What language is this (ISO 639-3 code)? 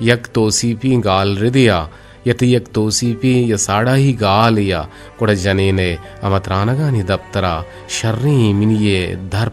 bgp